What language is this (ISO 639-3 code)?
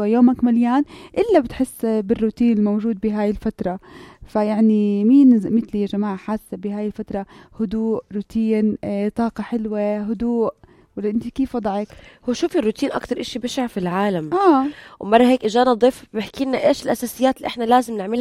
apc